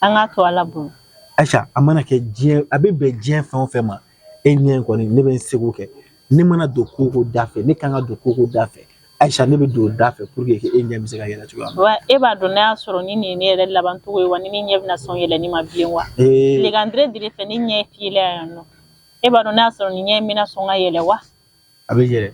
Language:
Bambara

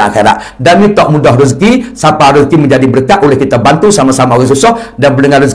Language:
Malay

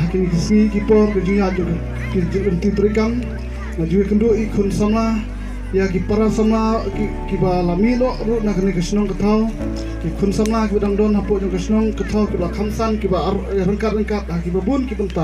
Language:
Khasi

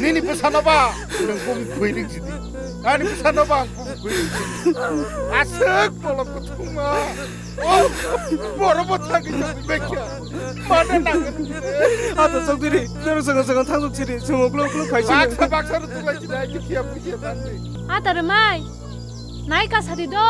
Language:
Kok Borok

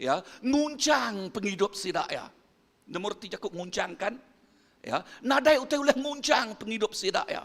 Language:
Iban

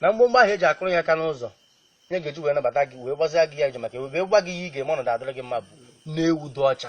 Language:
Igbo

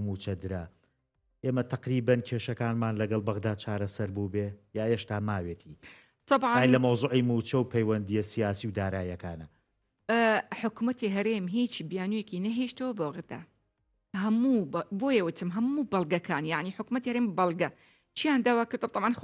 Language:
Central Kurdish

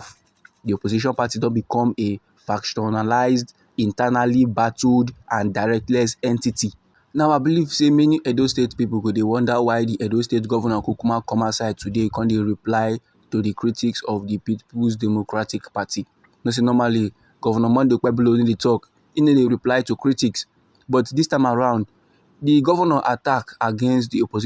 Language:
Nigerian Pidgin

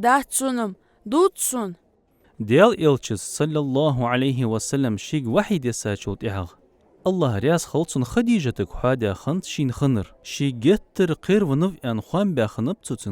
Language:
Ingush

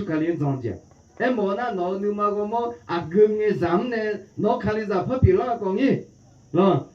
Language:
Akha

